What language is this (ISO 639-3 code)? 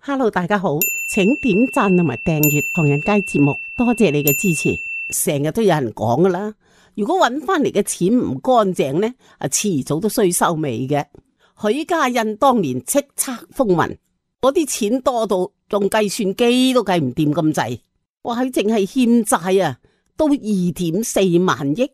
yue